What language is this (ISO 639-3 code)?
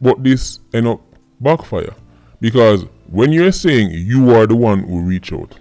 jam